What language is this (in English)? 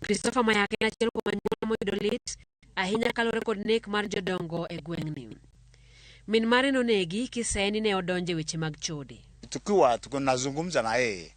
Luo (Kenya and Tanzania)